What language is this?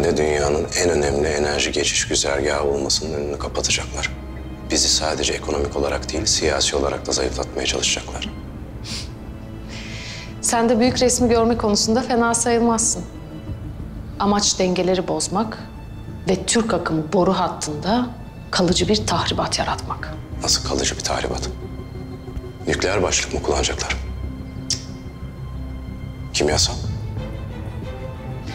Turkish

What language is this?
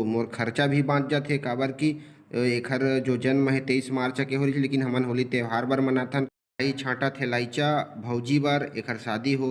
Chhattisgarhi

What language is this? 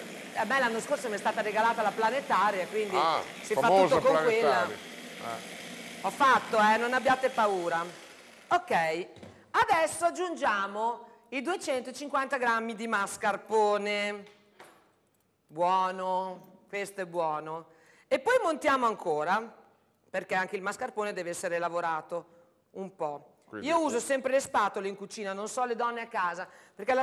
Italian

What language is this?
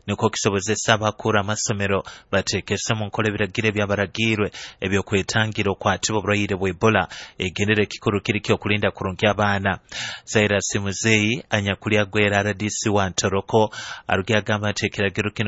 Nyoro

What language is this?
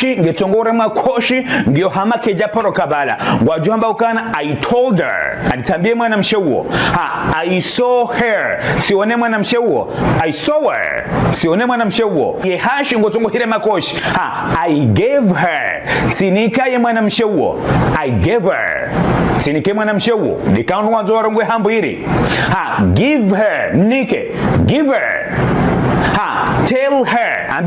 Ngazidja Comorian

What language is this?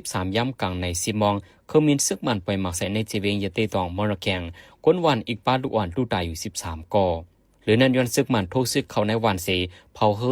Shan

